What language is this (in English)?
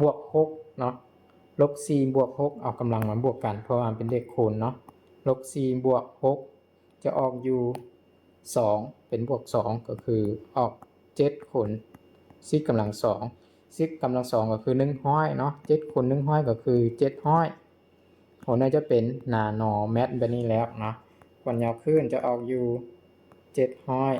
Lao